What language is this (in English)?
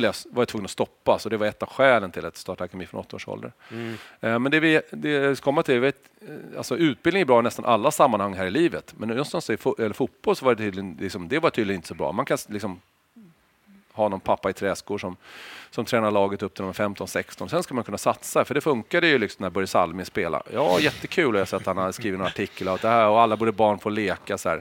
Swedish